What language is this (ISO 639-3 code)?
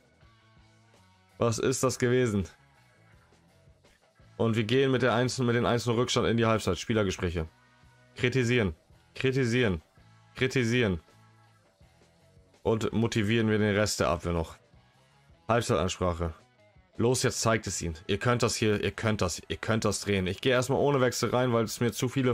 deu